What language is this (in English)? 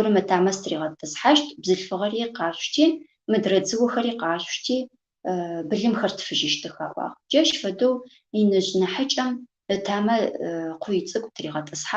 Adyghe